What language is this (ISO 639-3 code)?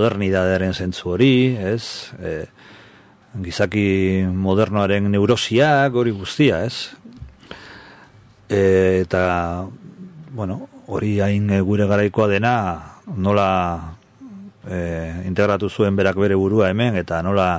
eus